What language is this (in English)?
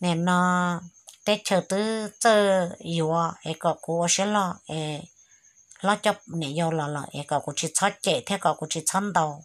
Hmong